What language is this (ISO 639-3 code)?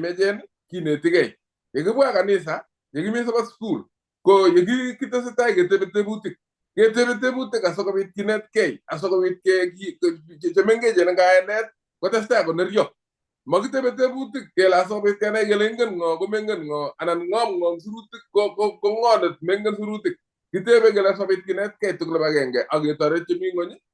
kln